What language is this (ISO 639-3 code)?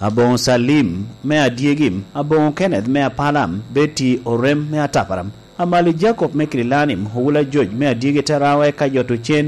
laj